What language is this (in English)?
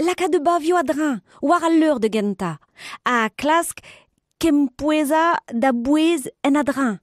Breton